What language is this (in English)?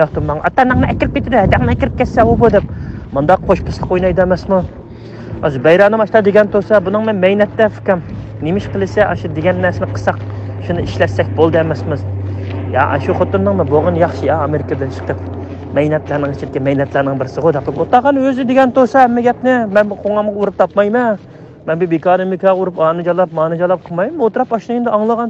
Uyghur